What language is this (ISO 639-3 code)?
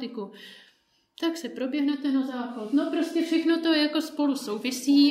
ces